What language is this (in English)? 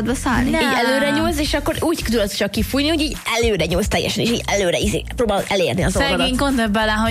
Hungarian